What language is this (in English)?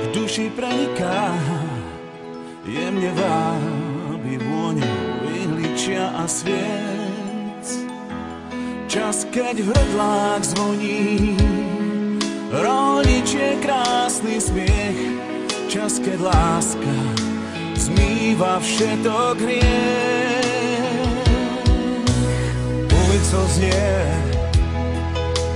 Slovak